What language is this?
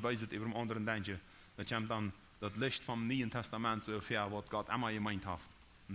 Plautdietsch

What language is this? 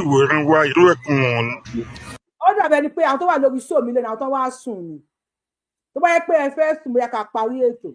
Yoruba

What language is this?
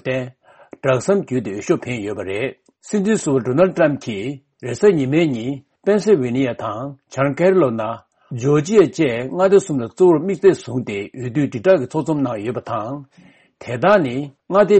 Tibetan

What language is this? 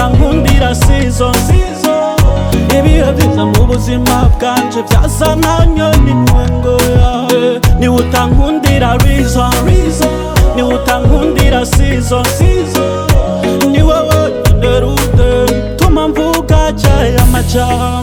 Rundi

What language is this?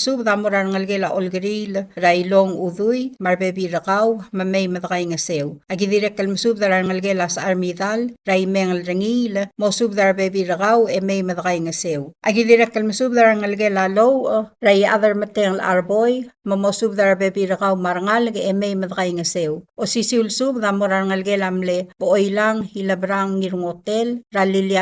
Palauan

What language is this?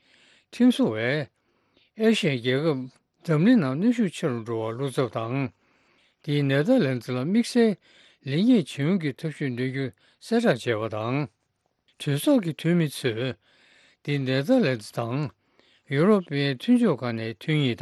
Tibetan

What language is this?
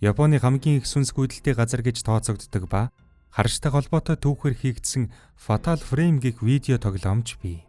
Mongolian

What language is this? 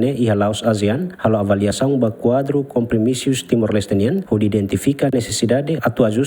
Tetum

